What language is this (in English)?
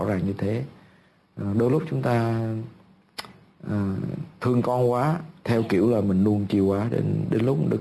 Vietnamese